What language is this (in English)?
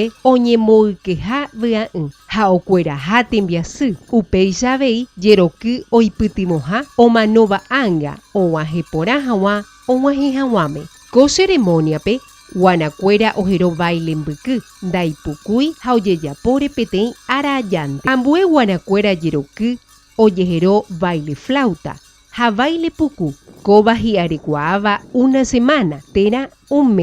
Guarani